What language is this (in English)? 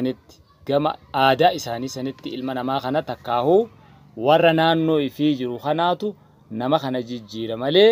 Oromo